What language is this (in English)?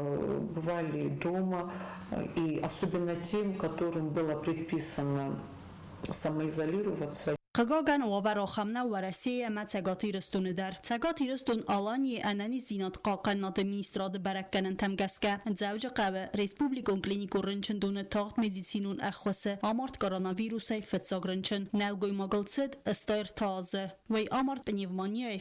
Ossetic